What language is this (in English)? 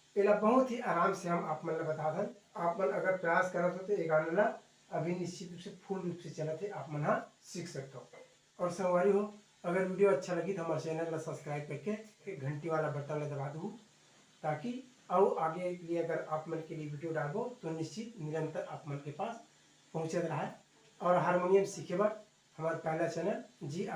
Chhattisgarhi